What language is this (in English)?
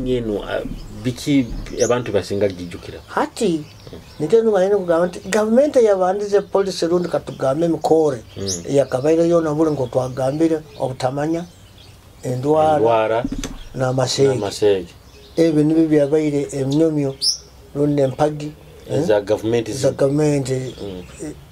Nyoro